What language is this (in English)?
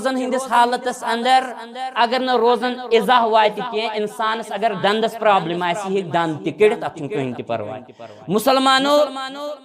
Kashmiri